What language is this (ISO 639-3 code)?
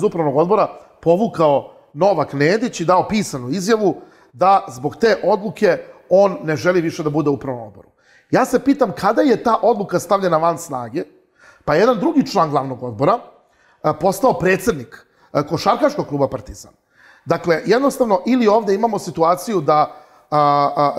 srp